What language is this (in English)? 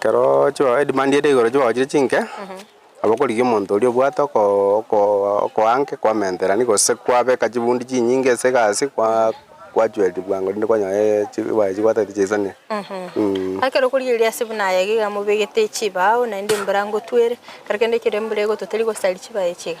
Gusii